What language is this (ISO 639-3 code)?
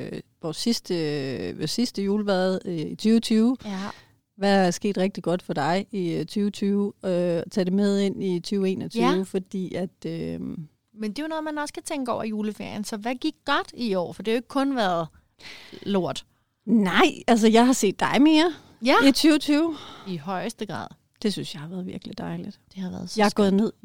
dan